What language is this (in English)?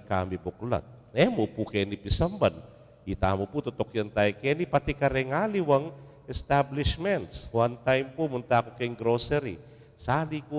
Pampanga